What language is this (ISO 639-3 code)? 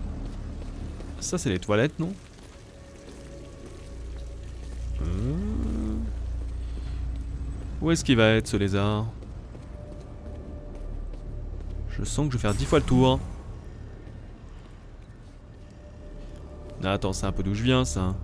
fra